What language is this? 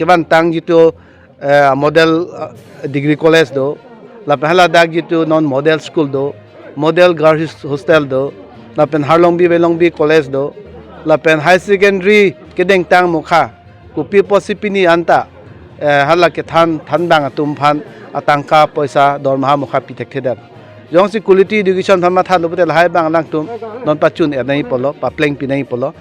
Karbi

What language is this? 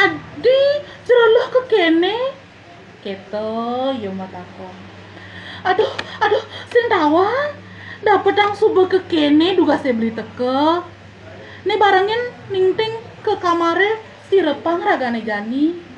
Balinese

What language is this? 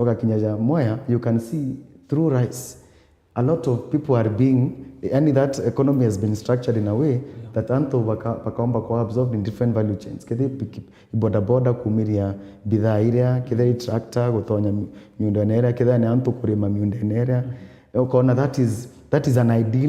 Meru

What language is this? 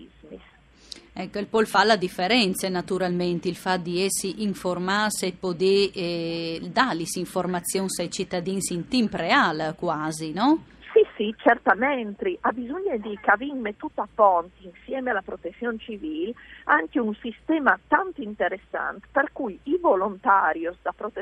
Friulian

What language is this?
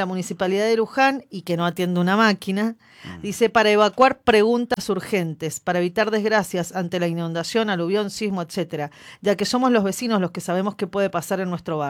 Spanish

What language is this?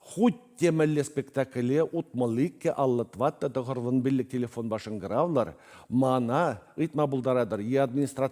Chuvash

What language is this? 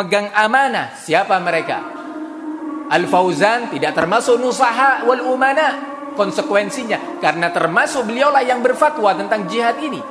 Indonesian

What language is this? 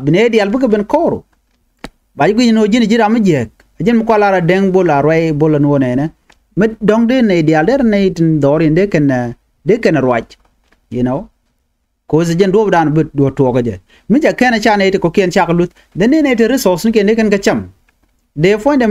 Nuer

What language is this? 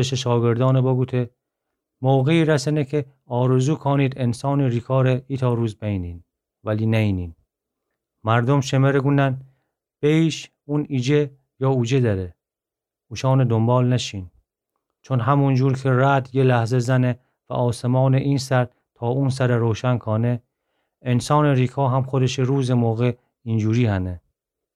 Gilaki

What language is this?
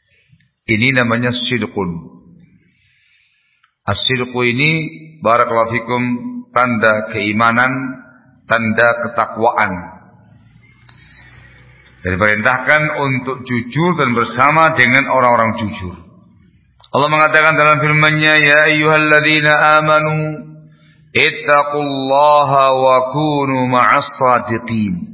Indonesian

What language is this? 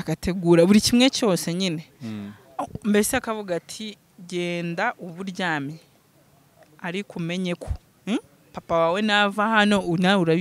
Kinyarwanda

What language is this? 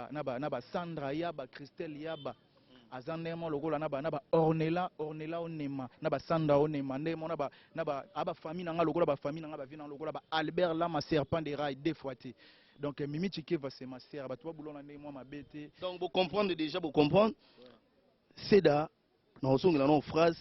Lingala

